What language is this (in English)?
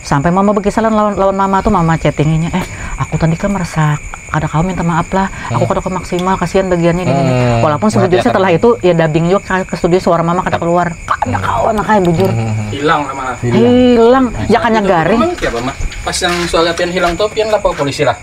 Banjar